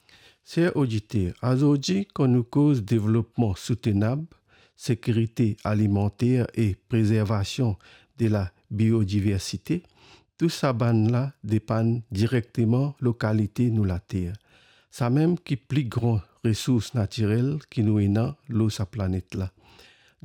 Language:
Morisyen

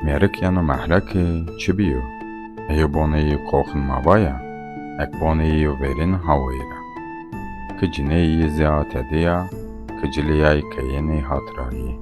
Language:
Zaza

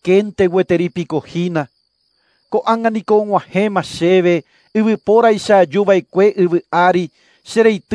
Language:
Guarani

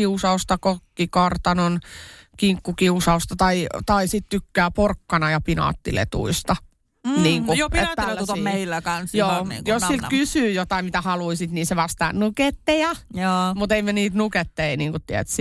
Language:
Finnish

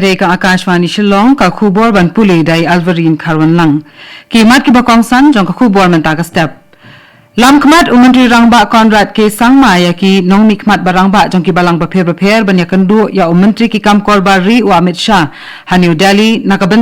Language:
Khasi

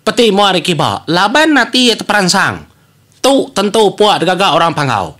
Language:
Iban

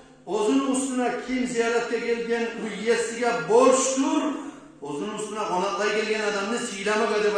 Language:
Kumyk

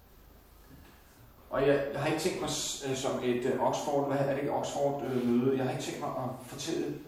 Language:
Danish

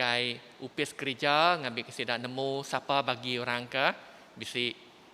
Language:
Iban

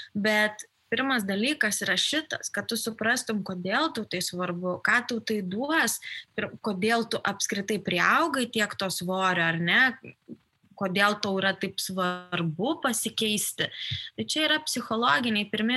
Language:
Lithuanian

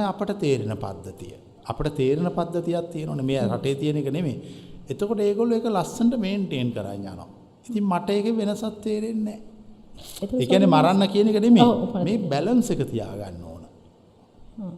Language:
Sinhala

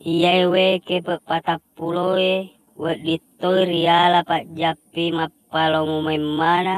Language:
Buginese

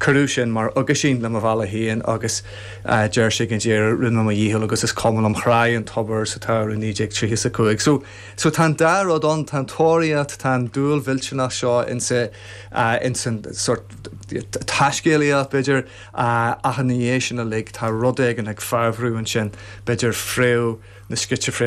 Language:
Irish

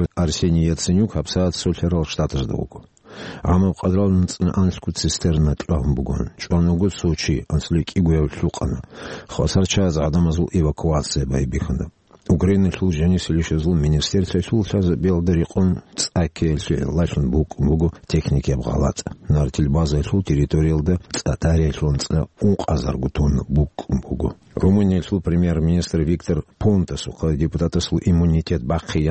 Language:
Avaric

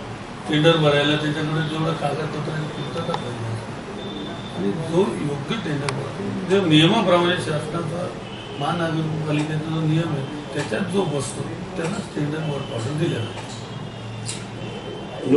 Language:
Marathi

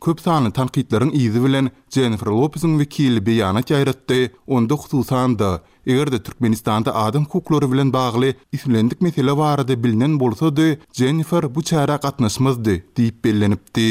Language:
Turkmen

